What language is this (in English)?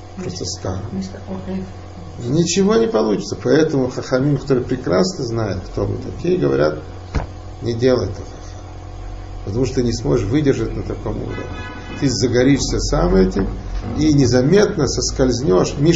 Russian